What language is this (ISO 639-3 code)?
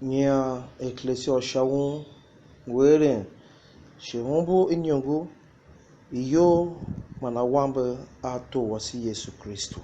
tiv